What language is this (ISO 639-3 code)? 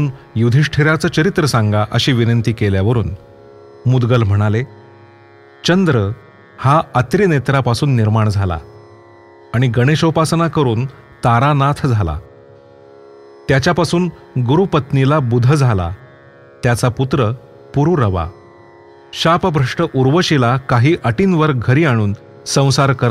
mar